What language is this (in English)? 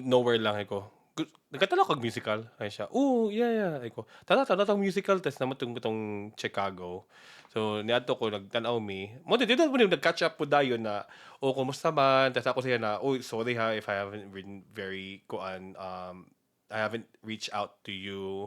Cebuano